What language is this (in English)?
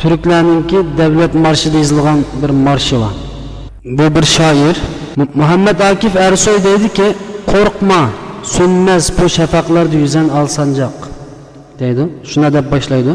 Uyghur